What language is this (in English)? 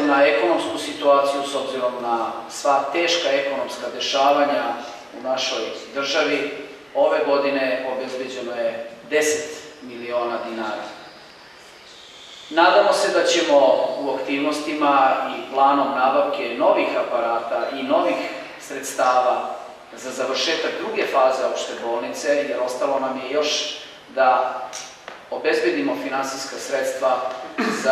Serbian